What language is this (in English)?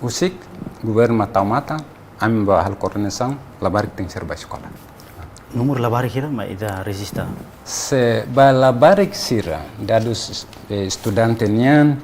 Tetum